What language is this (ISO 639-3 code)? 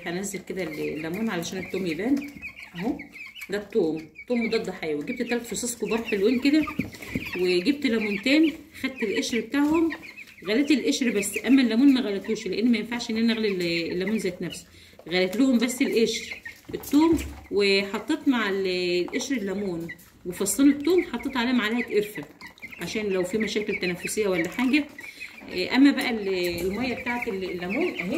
arz